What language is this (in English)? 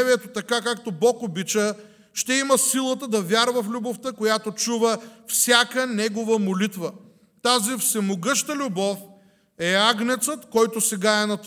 Bulgarian